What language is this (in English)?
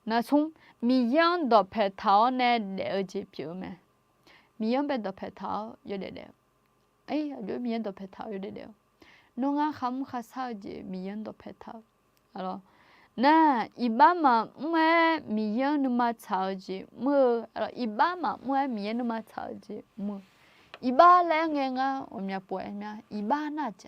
Akha